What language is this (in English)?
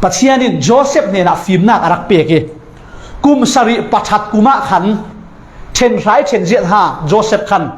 Falam Chin